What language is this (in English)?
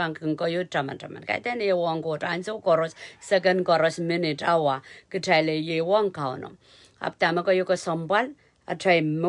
Pohnpeian